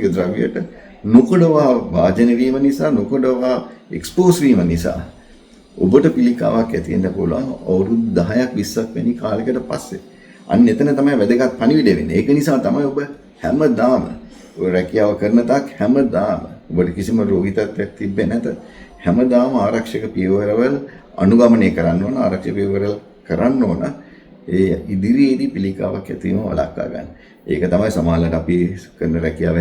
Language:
Sinhala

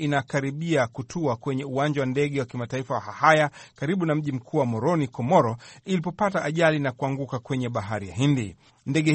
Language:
Swahili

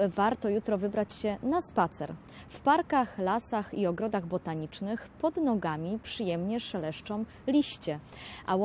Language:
Polish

